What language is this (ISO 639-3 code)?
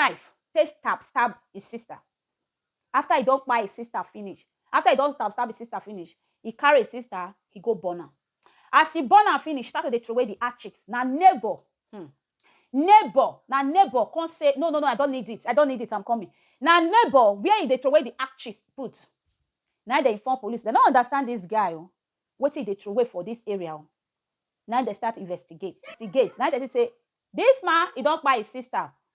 pcm